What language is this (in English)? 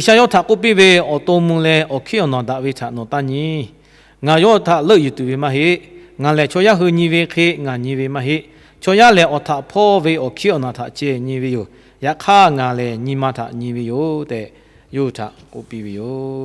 Lahu